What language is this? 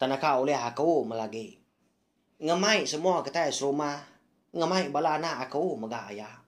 Iban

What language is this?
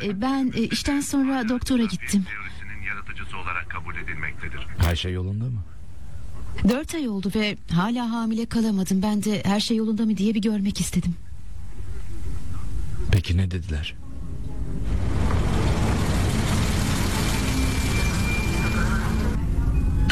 Turkish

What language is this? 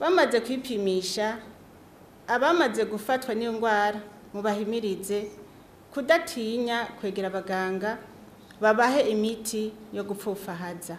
Rundi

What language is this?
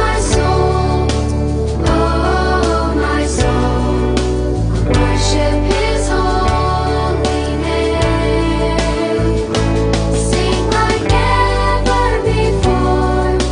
Batak Simalungun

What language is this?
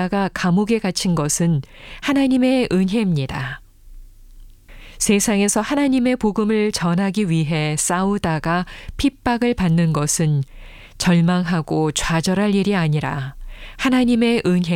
Korean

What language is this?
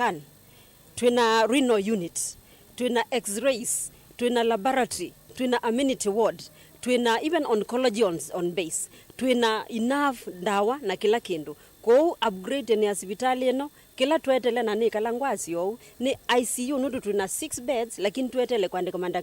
Kamba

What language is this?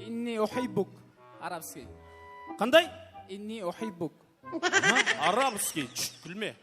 Kara-Kalpak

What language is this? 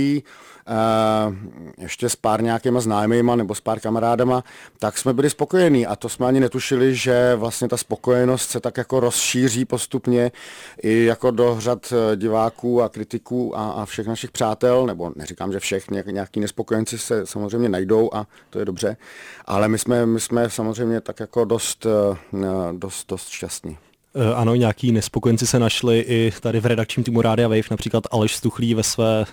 Czech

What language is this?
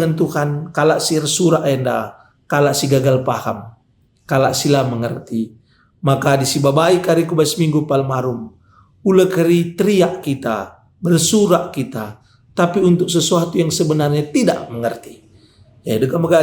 Batak Karo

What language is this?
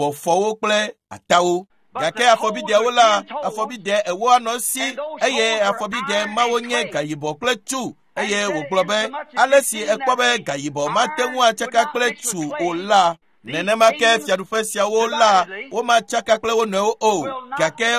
Ewe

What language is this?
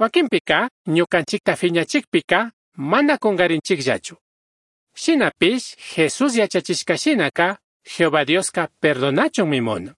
Chimborazo Highland Quichua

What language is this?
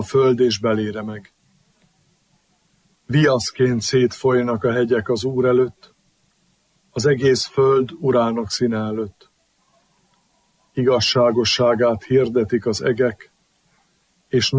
Hungarian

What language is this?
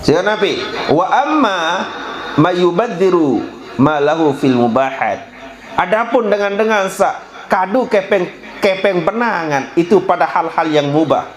Sasak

